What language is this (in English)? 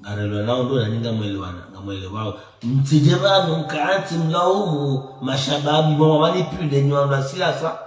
Ngazidja Comorian